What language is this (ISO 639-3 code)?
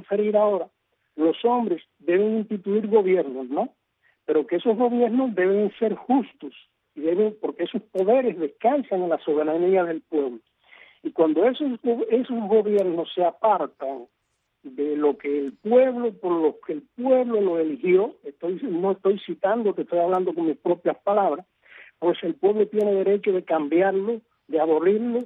spa